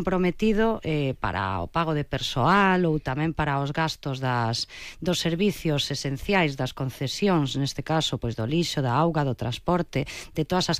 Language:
Galician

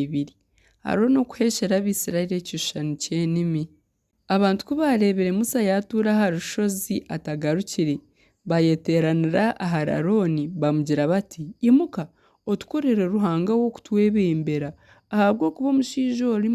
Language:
Nyankole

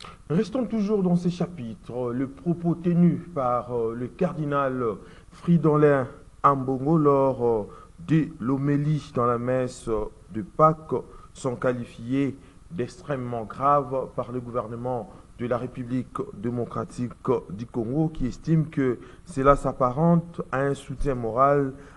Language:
French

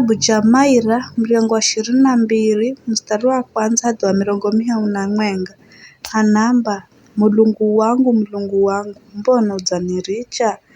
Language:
Giryama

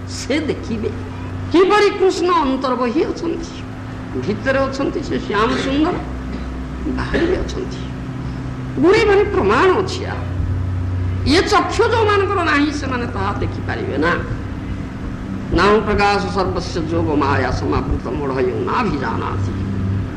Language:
Odia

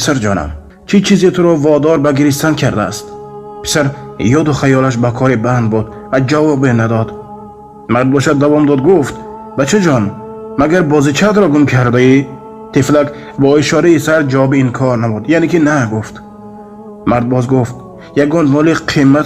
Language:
Tajik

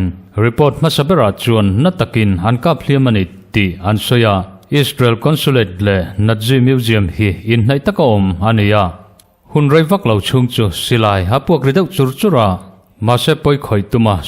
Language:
Mizo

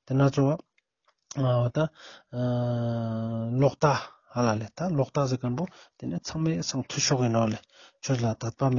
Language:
Ladakhi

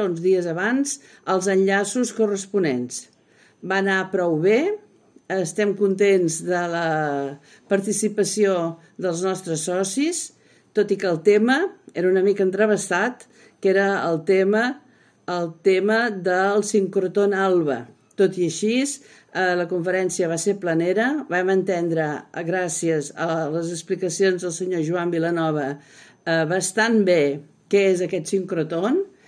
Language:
Catalan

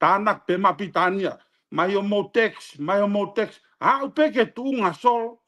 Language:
Tongan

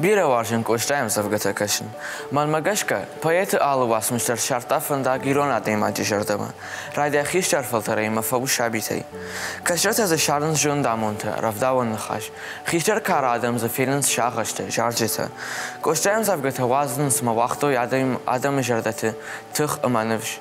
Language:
Ossetic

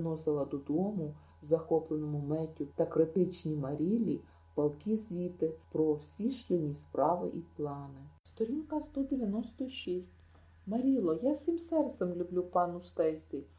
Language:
Ukrainian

